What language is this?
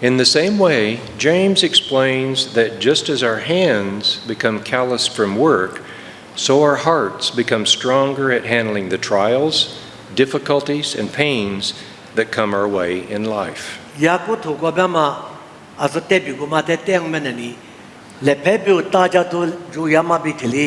Lisu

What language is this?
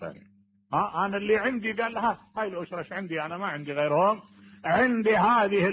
Mesopotamian Arabic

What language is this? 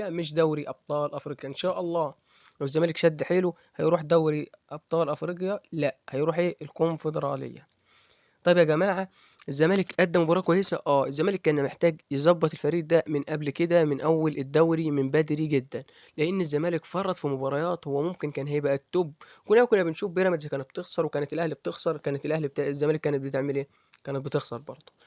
Egyptian Arabic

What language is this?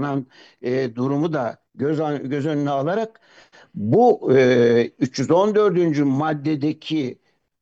Turkish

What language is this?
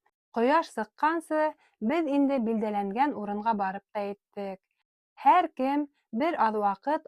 Bashkir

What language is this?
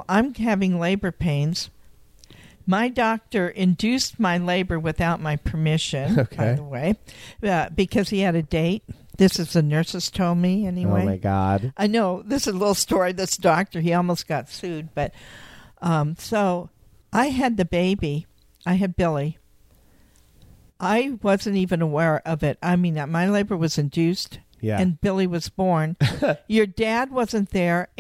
English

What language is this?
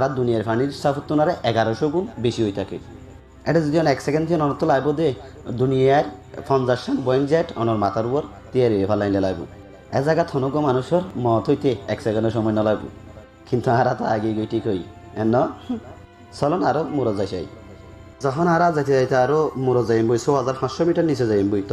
Rohingya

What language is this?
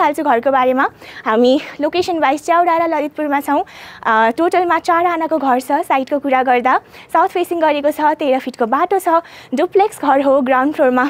Nepali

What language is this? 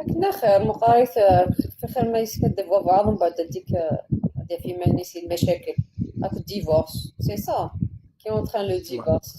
Kabyle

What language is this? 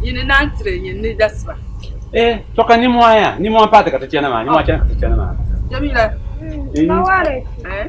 Dagbani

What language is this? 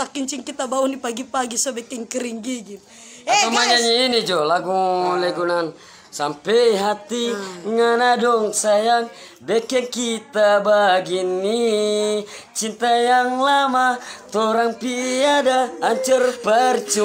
Manado Malay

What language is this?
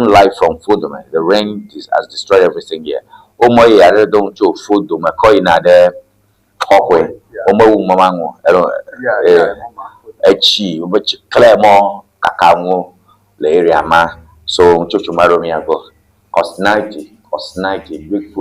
Ewe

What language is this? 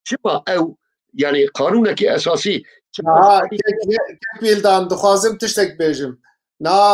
Kurdish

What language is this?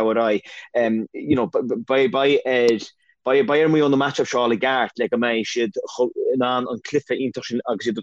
Irish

